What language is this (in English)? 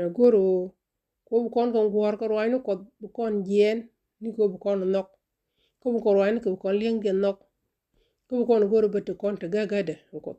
Nuer